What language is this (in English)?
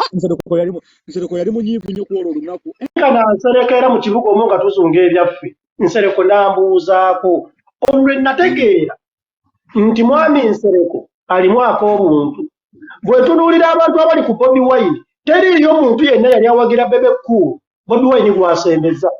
Ganda